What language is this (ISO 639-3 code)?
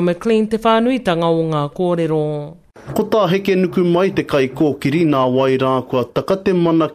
mri